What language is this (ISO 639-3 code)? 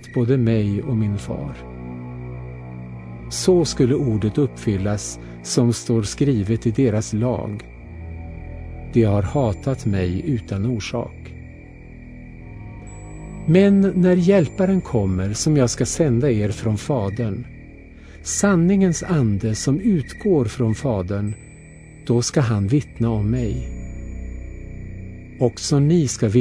swe